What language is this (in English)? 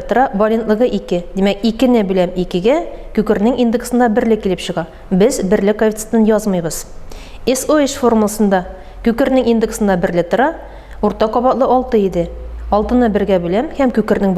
Tatar